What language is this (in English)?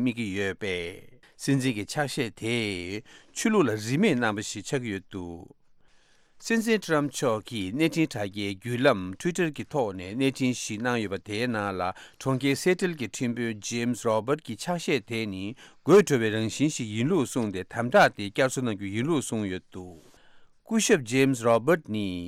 Tibetan